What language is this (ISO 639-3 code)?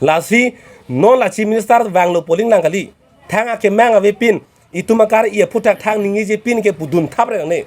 mjw